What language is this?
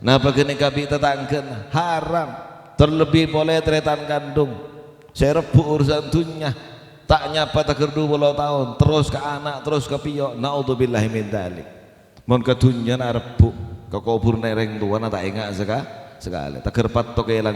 Madurese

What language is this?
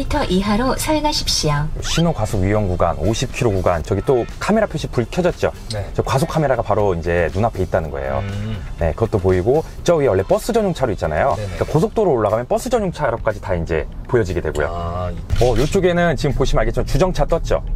Korean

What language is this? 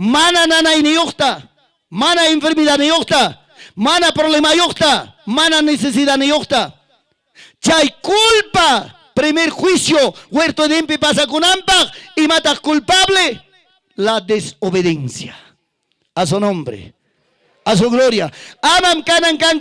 Ayacucho Quechua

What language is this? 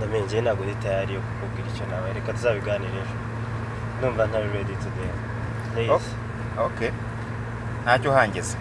Kinyarwanda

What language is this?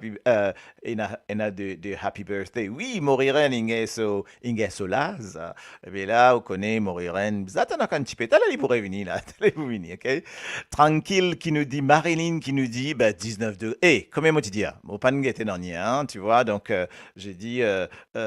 Morisyen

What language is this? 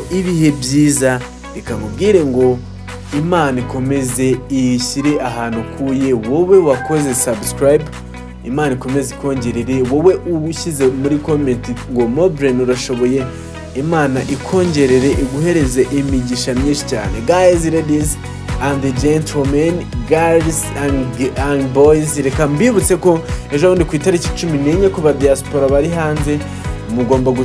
Kinyarwanda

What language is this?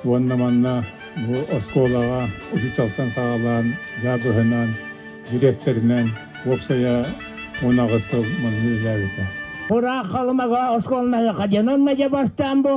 Yakut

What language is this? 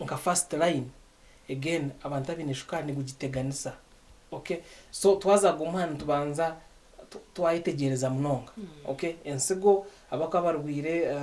Nyankole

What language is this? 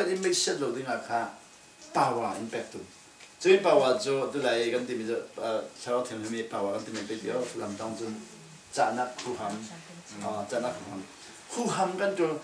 Falam Chin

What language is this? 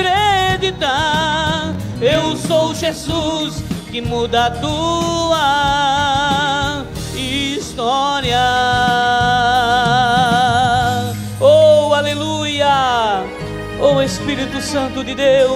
Portuguese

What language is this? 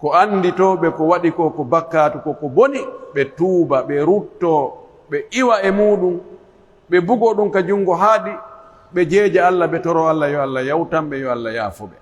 Pular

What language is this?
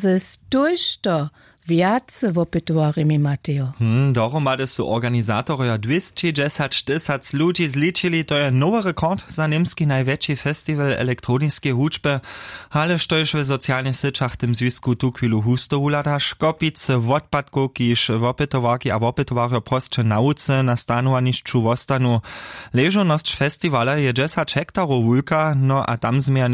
Upper Sorbian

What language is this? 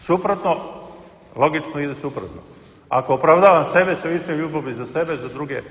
Serbian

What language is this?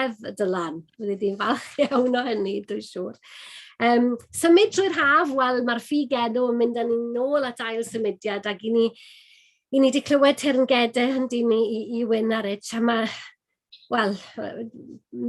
Welsh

